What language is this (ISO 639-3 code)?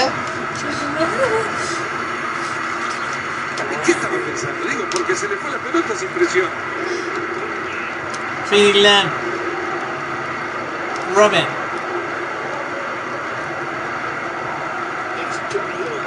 spa